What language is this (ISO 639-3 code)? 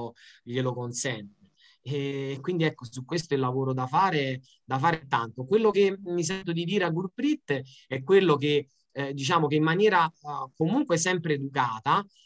ita